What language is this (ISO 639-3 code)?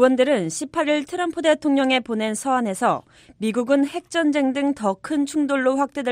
kor